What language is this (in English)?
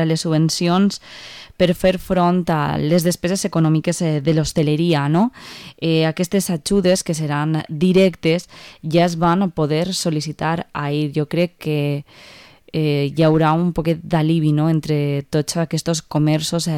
Catalan